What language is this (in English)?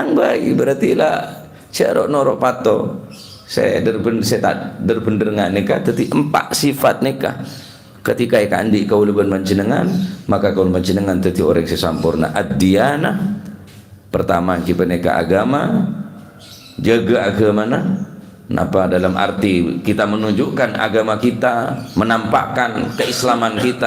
Madurese